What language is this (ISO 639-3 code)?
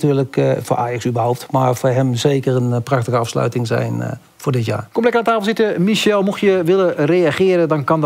nld